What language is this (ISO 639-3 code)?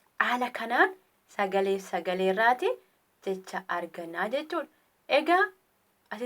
orm